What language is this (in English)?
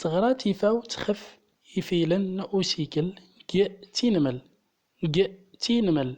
Central Atlas Tamazight